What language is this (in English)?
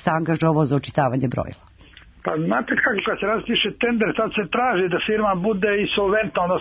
Serbian